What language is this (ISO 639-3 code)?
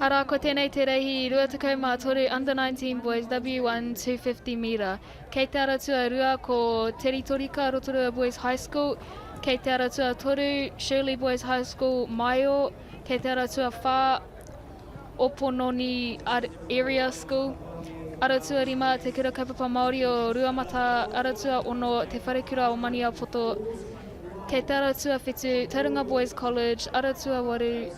mri